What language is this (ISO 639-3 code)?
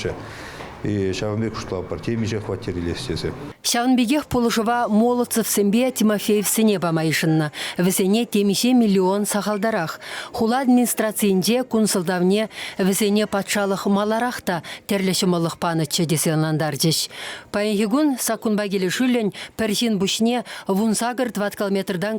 chv